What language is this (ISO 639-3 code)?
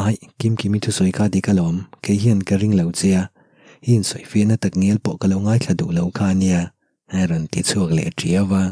lus